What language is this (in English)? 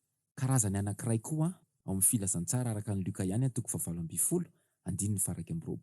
Malagasy